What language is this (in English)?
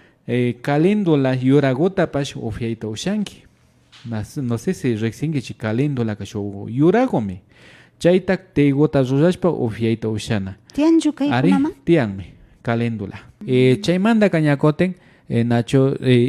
Imbabura Highland Quichua